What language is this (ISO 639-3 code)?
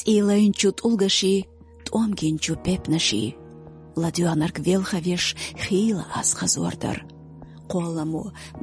che